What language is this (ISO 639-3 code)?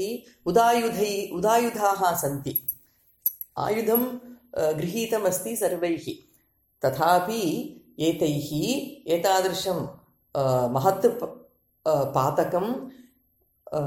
san